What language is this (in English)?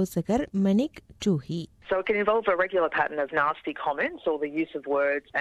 Tamil